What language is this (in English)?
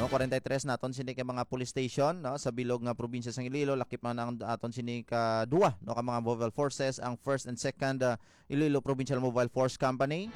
Hiligaynon